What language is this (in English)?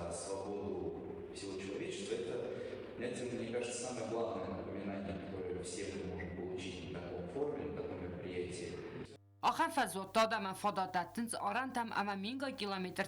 Ossetic